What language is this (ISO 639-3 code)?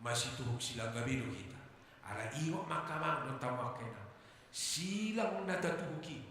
bbc